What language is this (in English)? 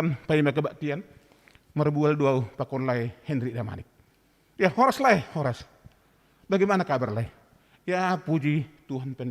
Batak Simalungun